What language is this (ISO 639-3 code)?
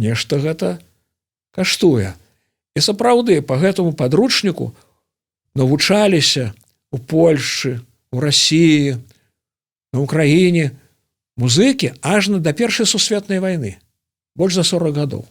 bel